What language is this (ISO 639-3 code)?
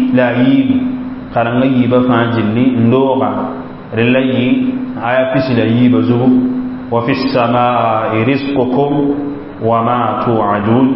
mos